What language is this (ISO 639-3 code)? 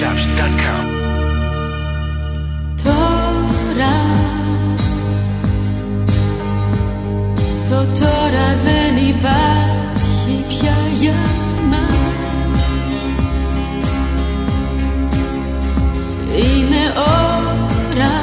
ell